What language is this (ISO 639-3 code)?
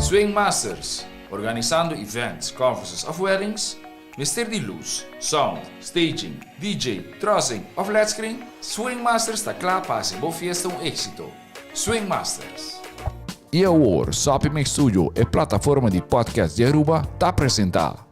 pap